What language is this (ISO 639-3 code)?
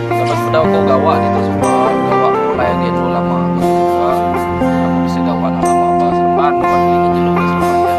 iba